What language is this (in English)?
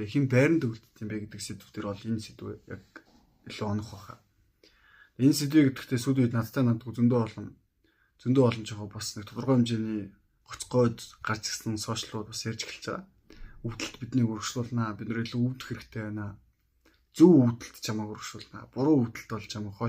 Mongolian